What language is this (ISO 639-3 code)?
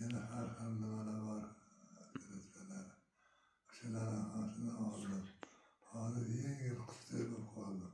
uzb